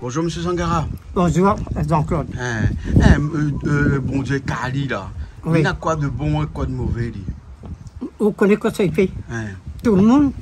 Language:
Réunion Creole French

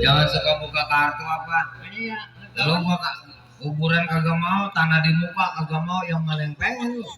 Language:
Betawi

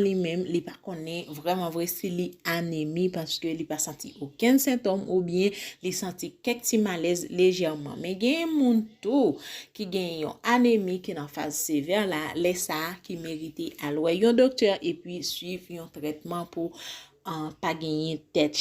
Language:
Haitian Creole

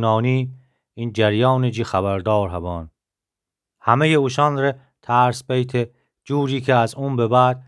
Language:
Gilaki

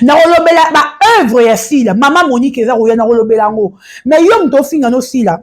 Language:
Lingala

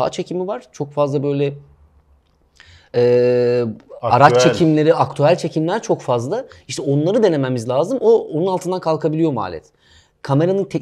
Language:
Turkish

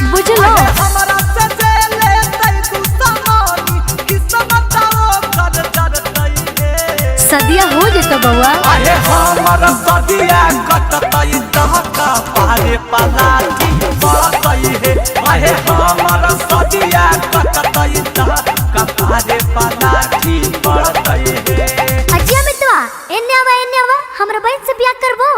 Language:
Magahi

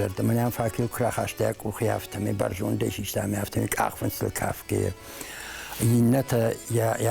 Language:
Ossetic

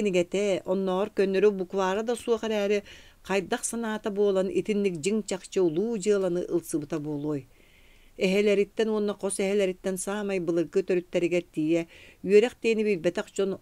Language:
Yakut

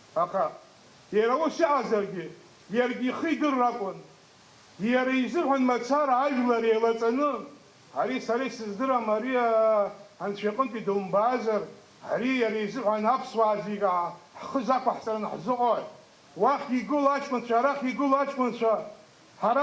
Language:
Abkhazian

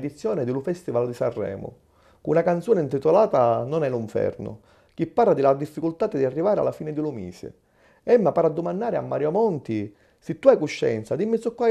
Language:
Sicilian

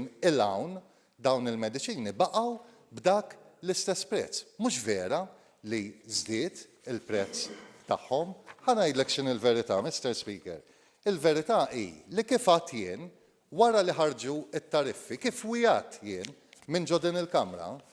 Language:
Maltese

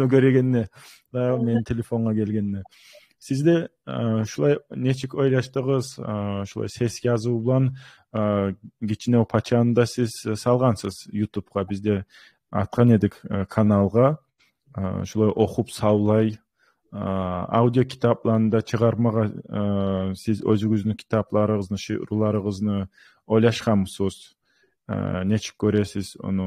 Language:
Kumyk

